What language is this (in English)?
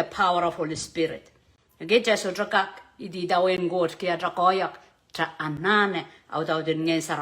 Pohnpeian